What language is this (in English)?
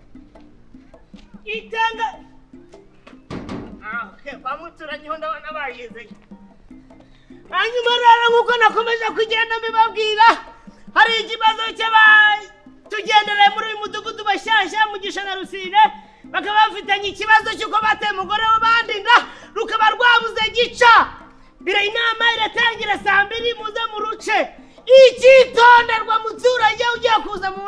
Kinyarwanda